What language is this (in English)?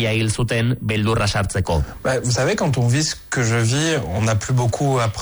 Basque